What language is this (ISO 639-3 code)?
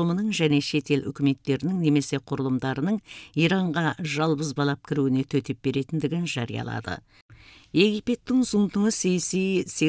kaz